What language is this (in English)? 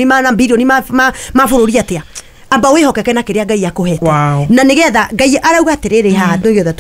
Kikuyu